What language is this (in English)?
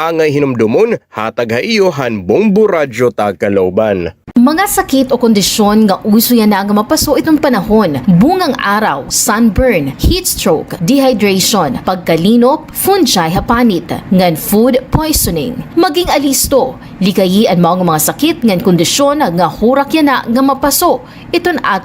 Waray